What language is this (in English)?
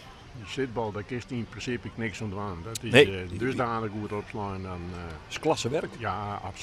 Western Frisian